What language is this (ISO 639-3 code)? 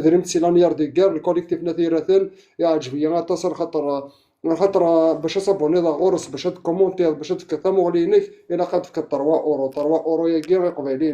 kab